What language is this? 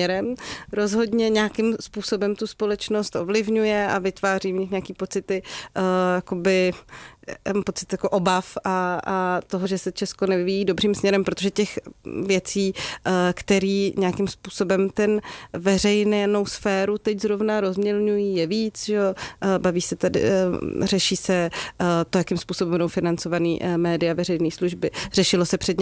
Czech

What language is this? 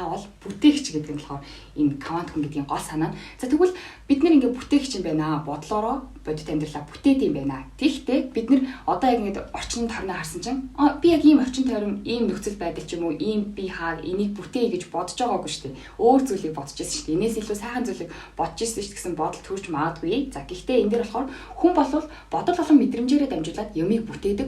Mongolian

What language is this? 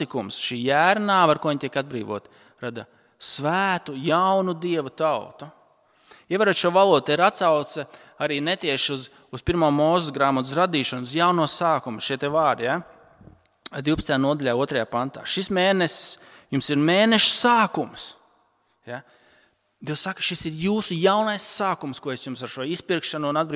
Latvian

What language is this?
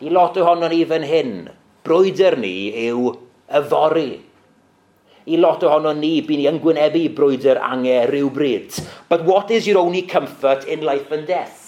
Welsh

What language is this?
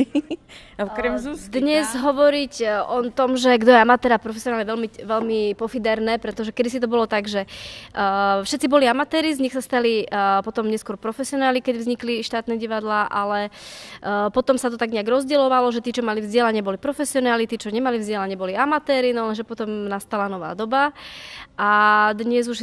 Slovak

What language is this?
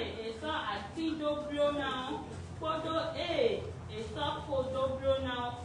Fon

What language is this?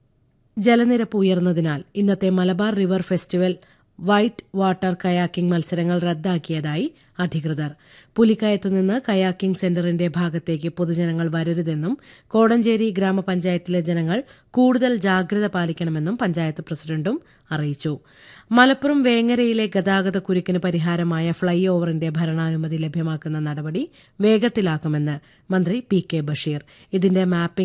Malayalam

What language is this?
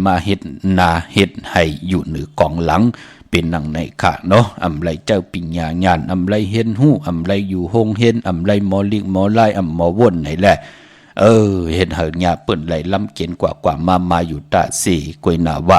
Shan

